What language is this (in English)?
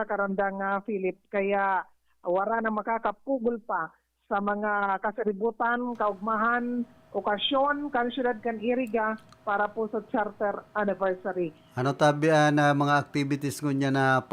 Bikol